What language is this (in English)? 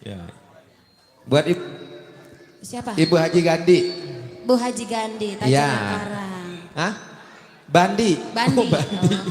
Betawi